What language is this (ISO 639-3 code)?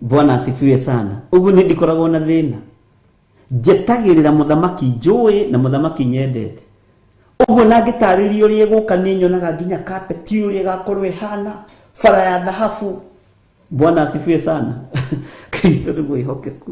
kik